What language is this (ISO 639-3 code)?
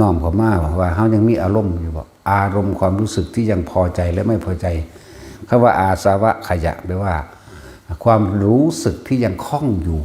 tts